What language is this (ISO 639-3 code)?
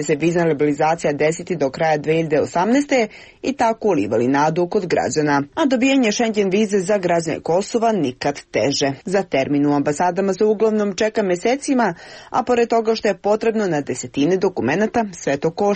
srp